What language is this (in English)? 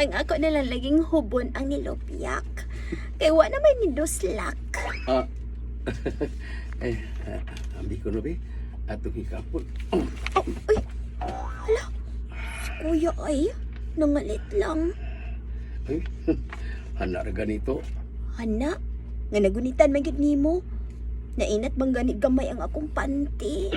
Cebuano